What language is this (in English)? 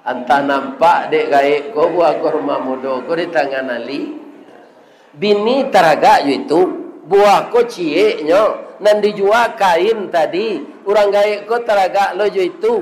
Minangkabau